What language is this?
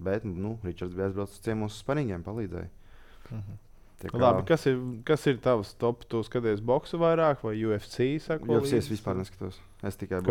Latvian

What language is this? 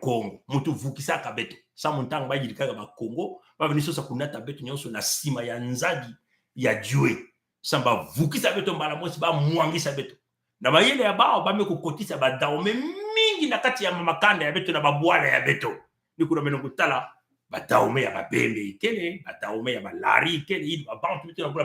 Kituba (Congo)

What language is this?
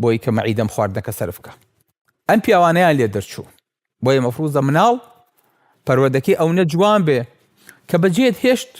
Central Kurdish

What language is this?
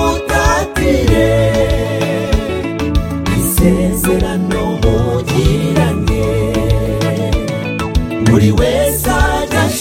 Kinyarwanda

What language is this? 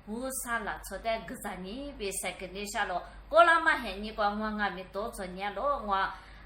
Lisu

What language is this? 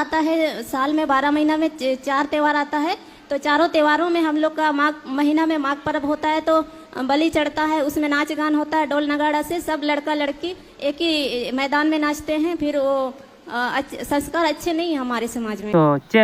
Santali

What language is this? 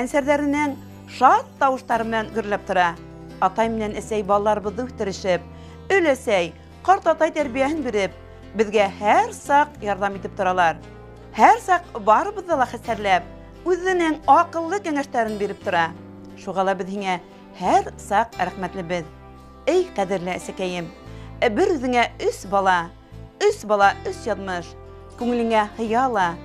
Bashkir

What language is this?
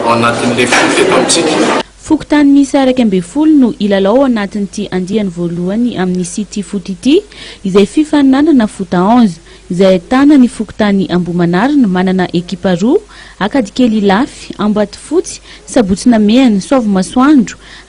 Malagasy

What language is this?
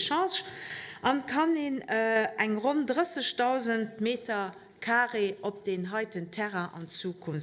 Luxembourgish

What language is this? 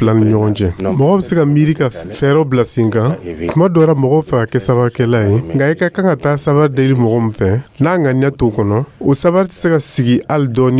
Dyula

